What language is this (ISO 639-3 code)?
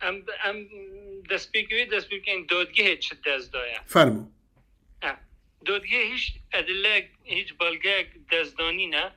kur